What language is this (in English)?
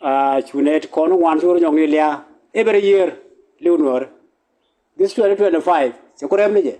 Nuer